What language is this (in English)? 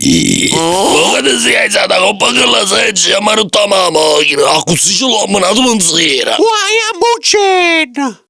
Neapolitan